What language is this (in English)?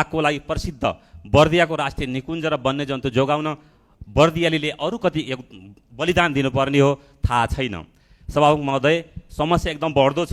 Nepali